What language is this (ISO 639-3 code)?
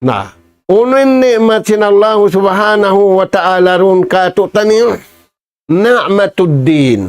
tsg